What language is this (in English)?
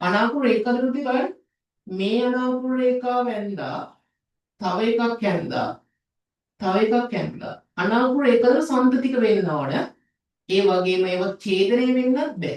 Sinhala